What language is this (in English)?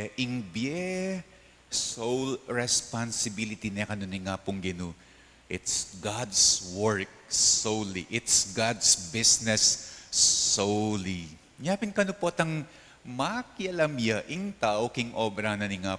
Pampanga